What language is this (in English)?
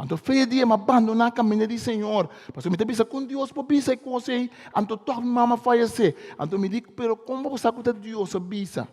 Papiamento